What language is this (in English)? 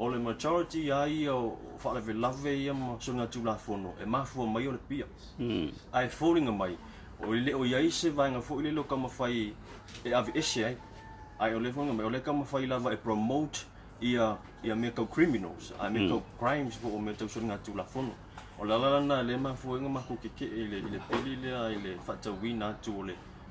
Samoan